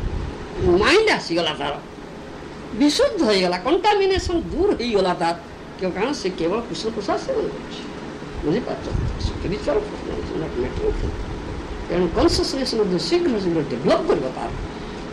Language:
Odia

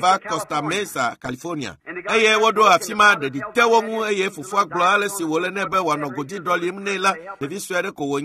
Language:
Ewe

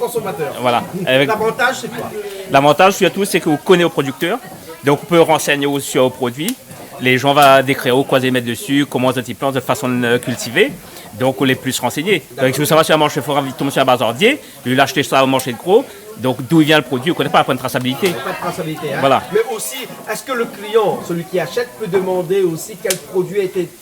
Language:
Réunion Creole French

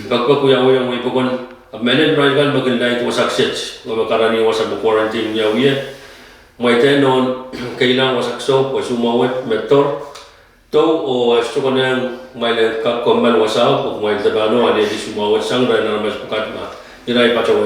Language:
Pohnpeian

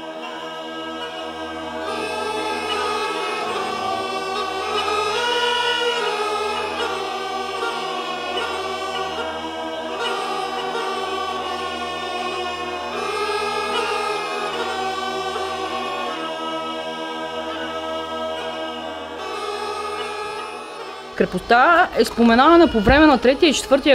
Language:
Bulgarian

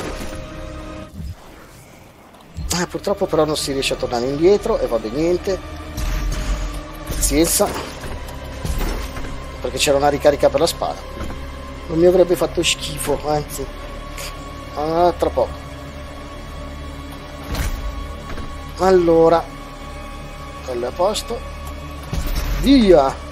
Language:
Italian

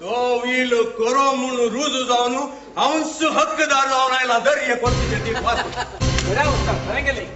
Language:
Konkani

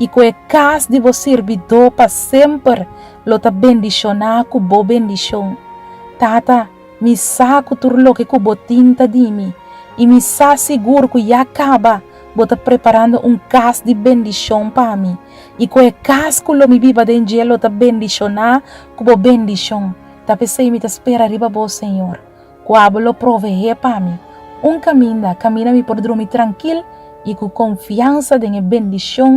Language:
Papiamento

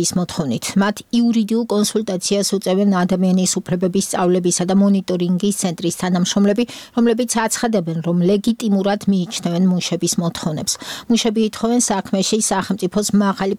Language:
Georgian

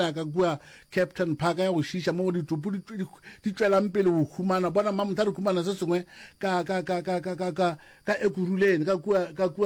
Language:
Northern Sotho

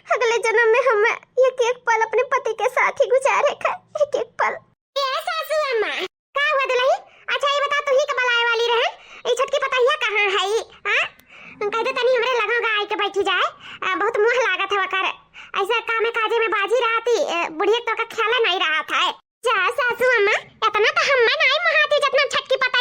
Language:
Awadhi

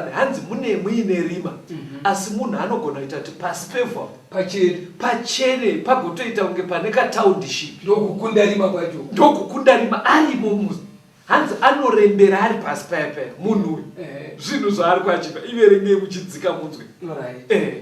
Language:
Shona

